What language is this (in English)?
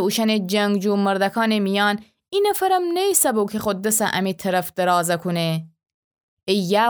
Gilaki